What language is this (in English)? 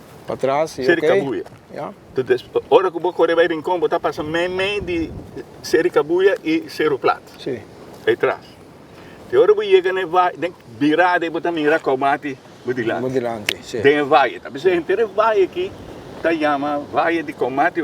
Papiamento